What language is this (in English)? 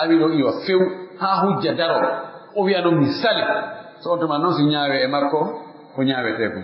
Pular